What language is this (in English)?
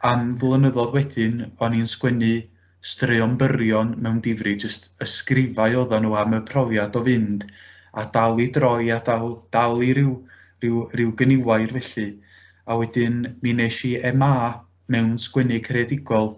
Welsh